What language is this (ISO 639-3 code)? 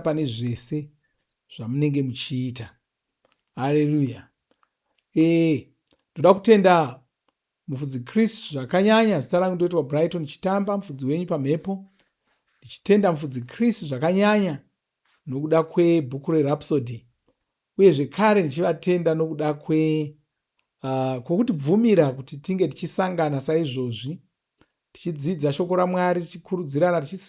sna